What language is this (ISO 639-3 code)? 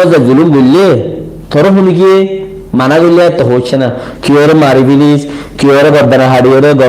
rhg